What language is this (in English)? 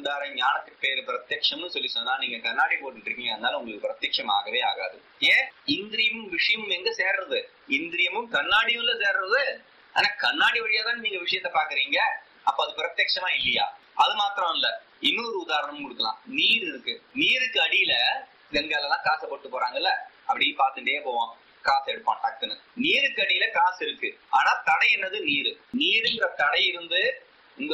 Tamil